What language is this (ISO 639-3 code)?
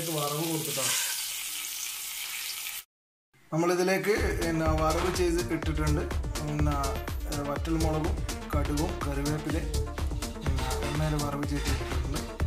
mal